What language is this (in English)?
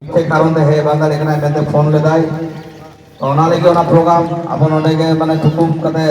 Santali